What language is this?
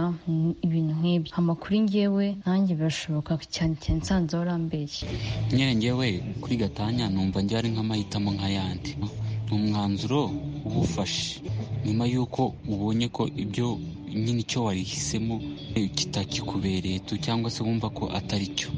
Kinyarwanda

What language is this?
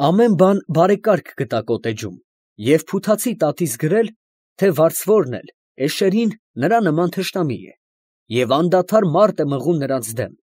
Armenian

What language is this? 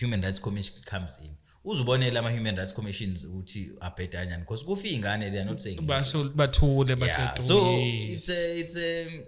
Zulu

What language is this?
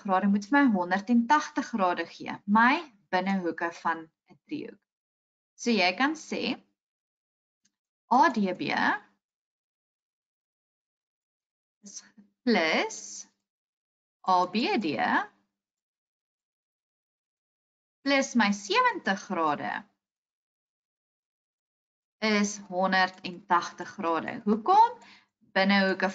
Afrikaans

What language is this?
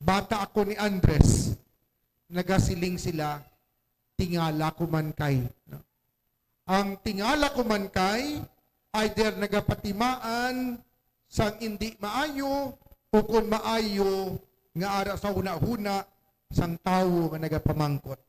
Hiligaynon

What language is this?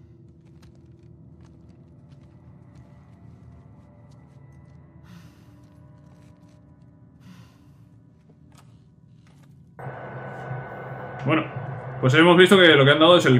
Spanish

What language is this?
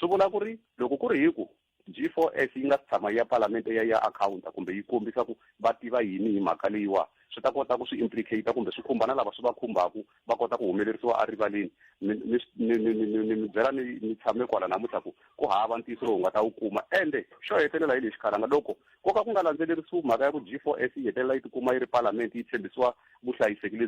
Tsonga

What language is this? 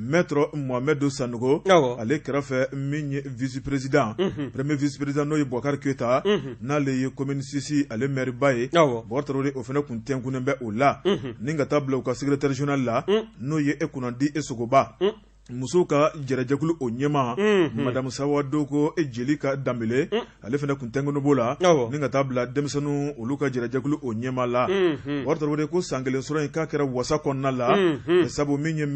Bambara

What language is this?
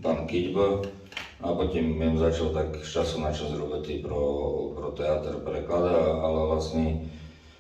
Rusyn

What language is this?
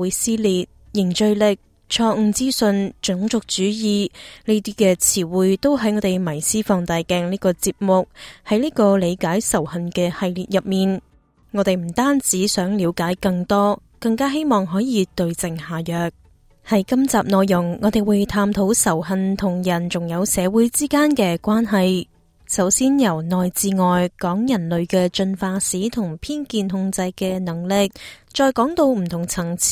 Cantonese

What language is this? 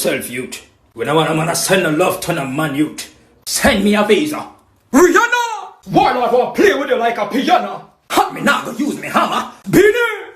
Jamaican Creole English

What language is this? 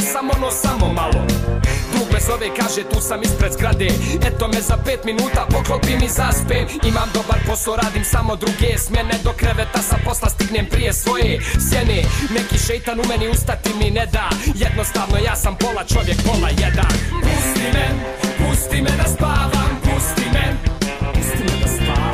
Bosnian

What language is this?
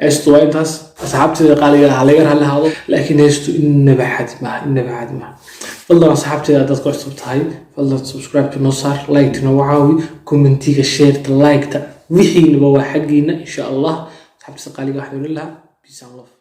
Somali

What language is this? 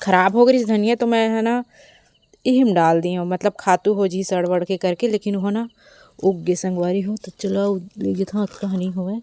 Chhattisgarhi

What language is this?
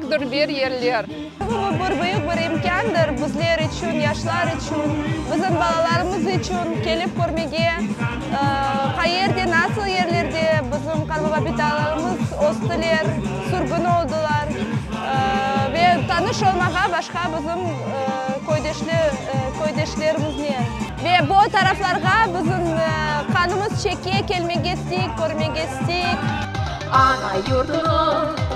Crimean Tatar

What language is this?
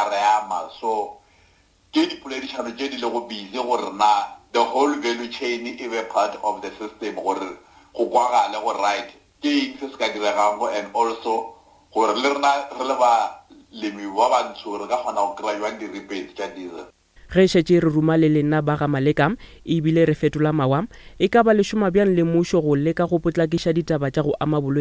Northern Sotho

